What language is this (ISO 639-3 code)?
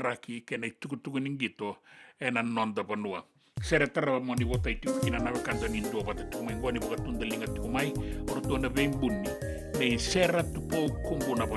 fij